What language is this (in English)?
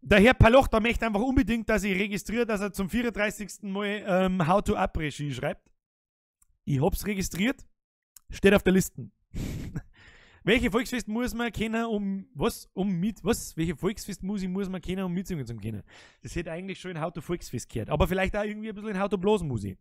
Bavarian